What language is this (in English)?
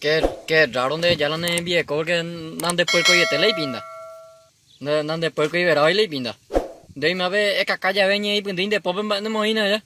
Guarani